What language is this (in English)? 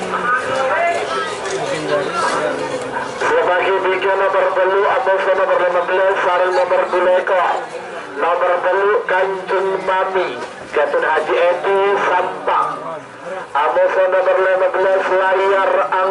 Madurese